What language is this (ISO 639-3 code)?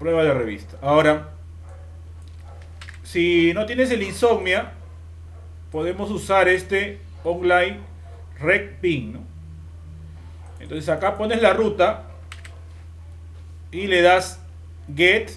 spa